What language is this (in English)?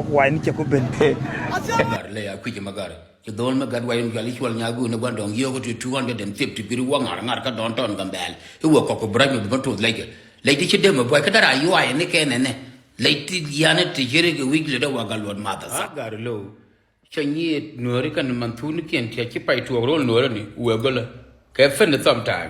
Nuer